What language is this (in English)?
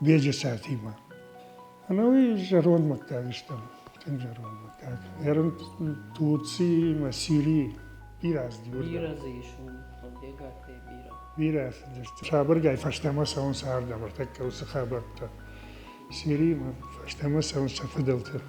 Ossetic